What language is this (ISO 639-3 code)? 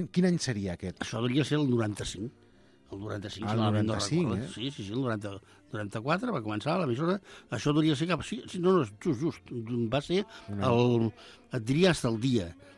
cat